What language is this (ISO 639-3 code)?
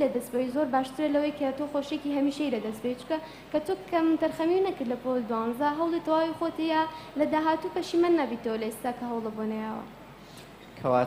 ckb